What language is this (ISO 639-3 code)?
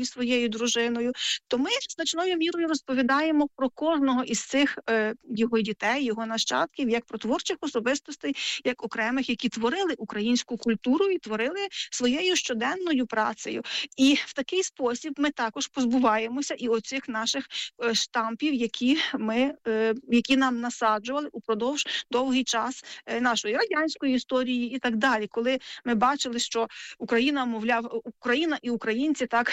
ukr